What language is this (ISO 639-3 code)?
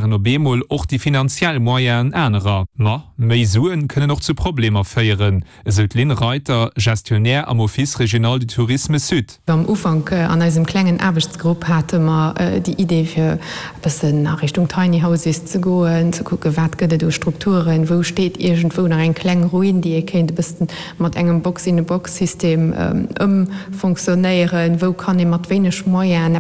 ltz